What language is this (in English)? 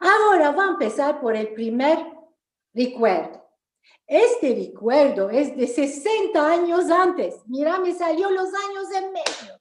Ladino